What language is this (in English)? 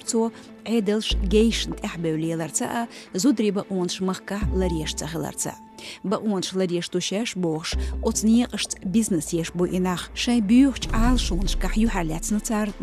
Chechen